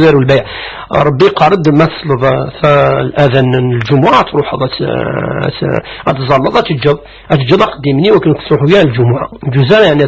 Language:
Kabyle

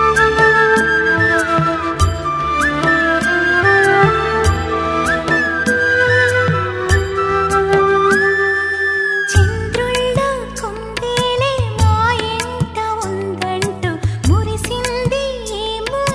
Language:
Telugu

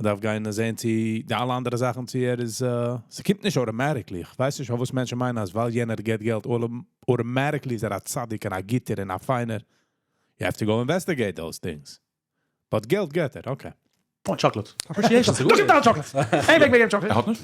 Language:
Yiddish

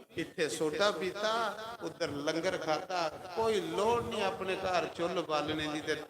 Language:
Dogri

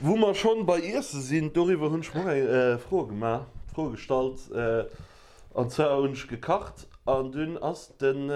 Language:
Luxembourgish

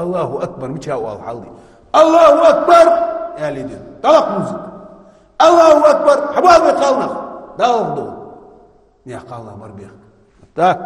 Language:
Ingush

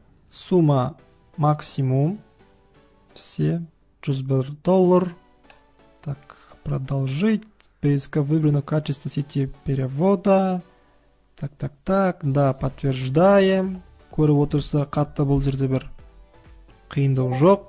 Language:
Kazakh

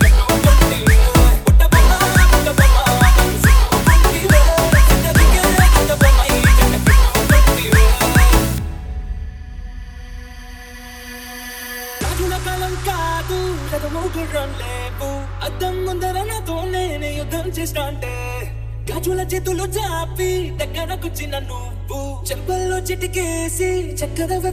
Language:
Telugu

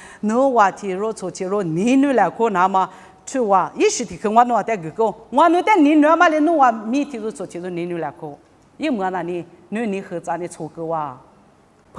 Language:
Lisu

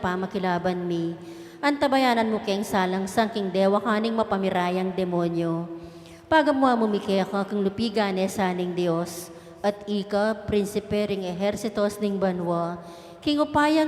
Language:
Pampanga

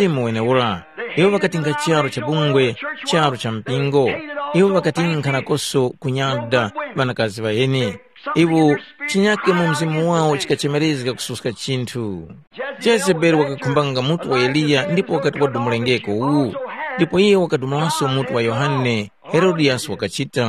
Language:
Tumbuka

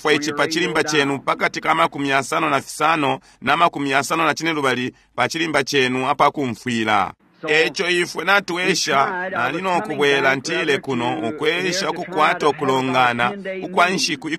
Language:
Bemba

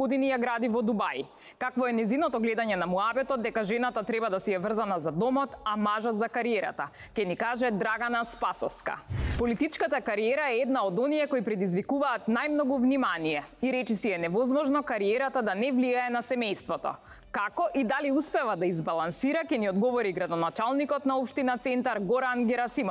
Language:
Macedonian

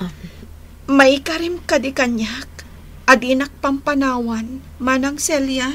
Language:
Iloko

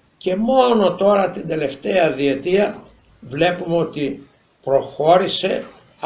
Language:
Greek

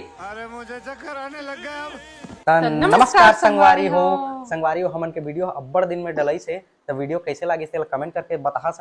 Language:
Chhattisgarhi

